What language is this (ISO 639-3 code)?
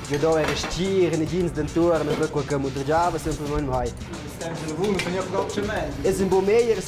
roh